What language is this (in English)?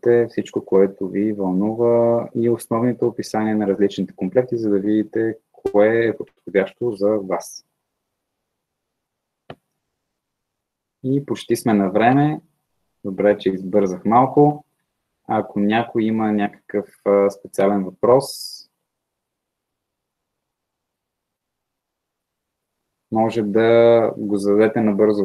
Bulgarian